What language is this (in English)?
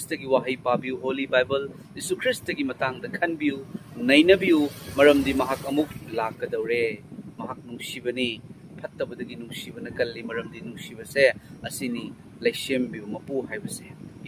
Manipuri